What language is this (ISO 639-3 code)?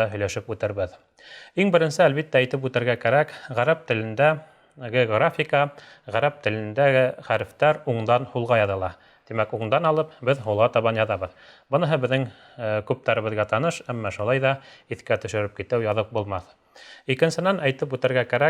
bak